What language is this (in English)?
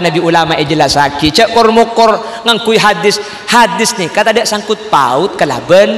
Madurese